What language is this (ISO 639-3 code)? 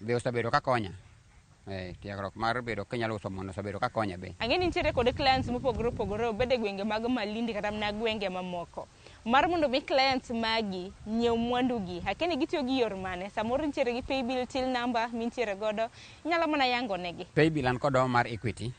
luo